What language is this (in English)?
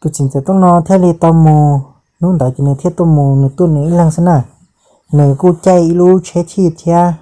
Hmong